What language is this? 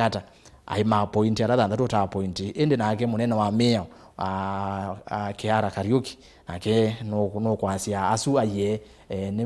Kamba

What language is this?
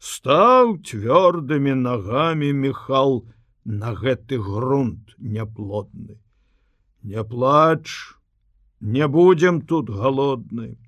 Belarusian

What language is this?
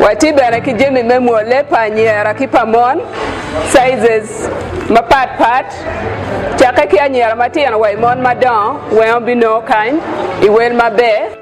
Acoli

